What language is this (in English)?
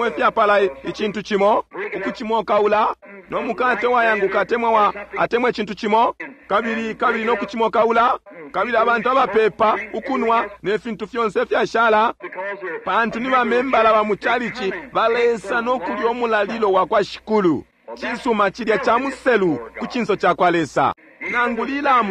Bemba